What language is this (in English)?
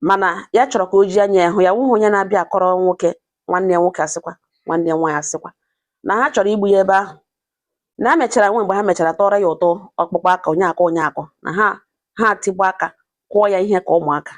Igbo